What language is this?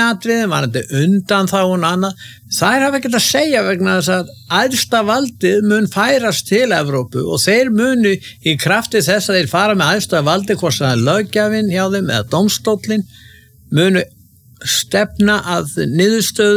Icelandic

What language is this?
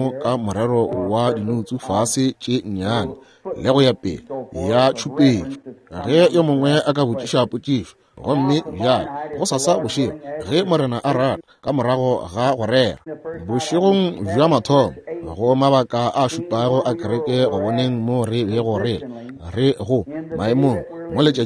Northern Sotho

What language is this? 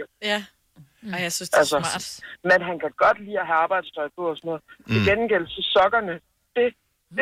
Danish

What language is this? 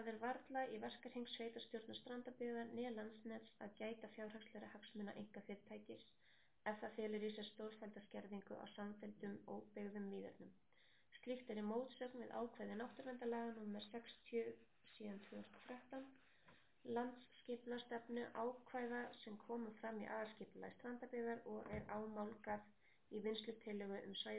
Icelandic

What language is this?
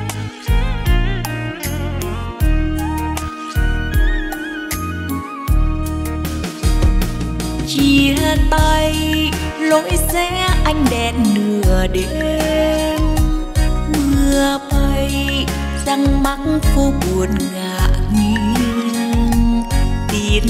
Vietnamese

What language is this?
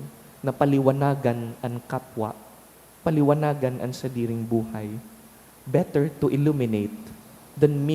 Bikol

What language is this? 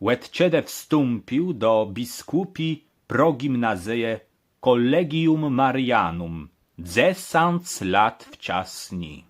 Kashubian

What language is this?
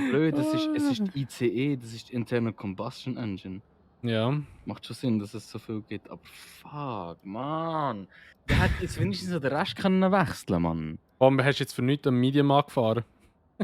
Swiss German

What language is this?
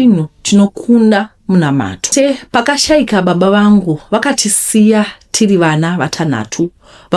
Shona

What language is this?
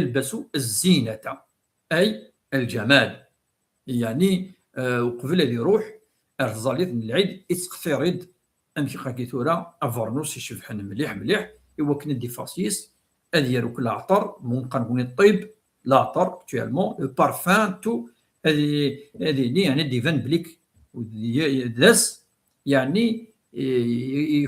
Kabyle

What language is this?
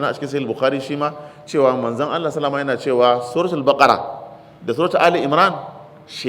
Hausa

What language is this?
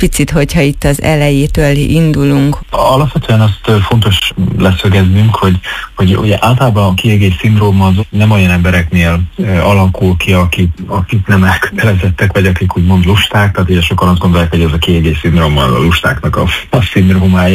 Hungarian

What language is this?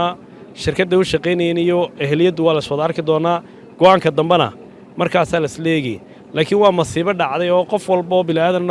Somali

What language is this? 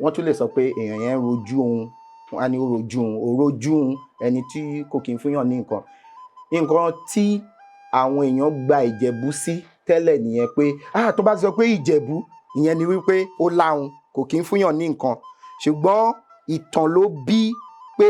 Yoruba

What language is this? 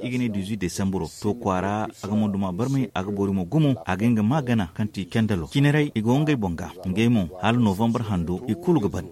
Zarma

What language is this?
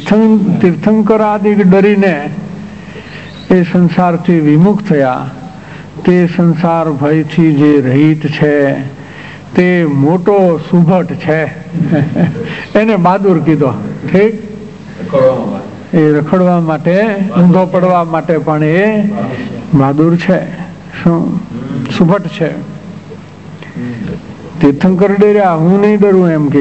Gujarati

